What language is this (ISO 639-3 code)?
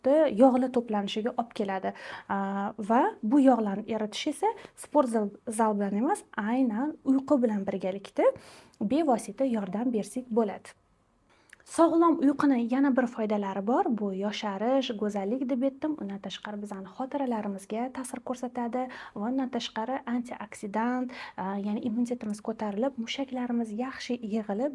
uzb